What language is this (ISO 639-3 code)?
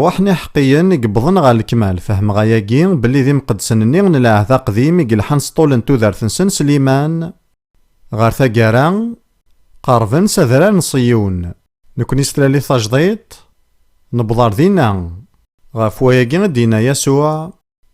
kab